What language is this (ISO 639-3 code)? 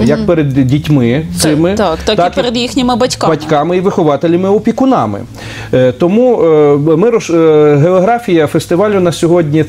ukr